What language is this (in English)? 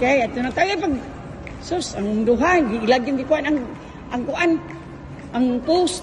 Cebuano